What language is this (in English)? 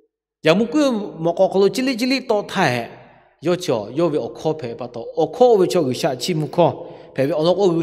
Lahu